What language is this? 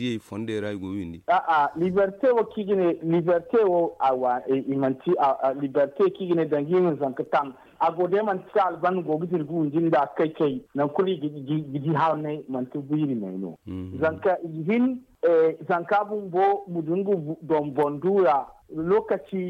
Zarma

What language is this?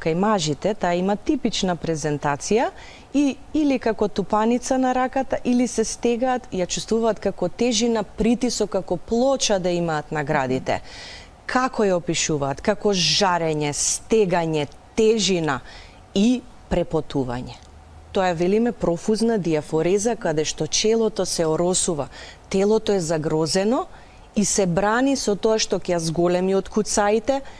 Macedonian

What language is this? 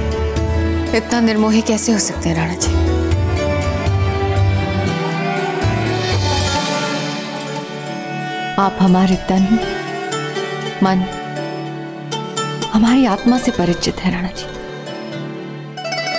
Hindi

